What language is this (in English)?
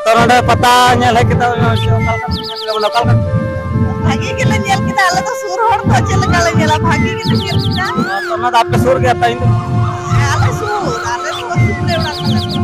Santali